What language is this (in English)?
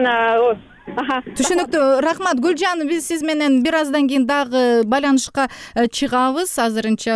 Kyrgyz